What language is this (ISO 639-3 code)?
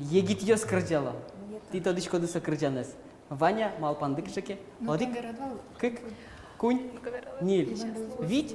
udm